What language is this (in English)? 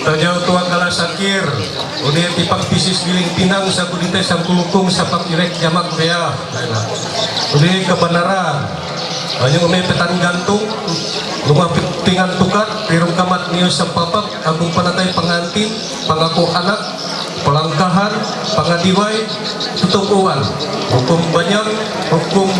Ma'anyan